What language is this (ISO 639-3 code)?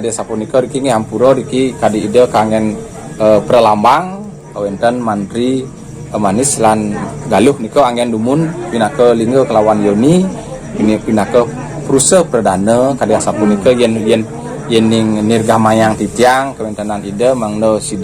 ban